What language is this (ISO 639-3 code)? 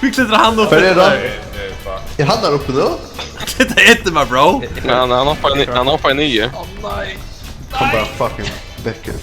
fao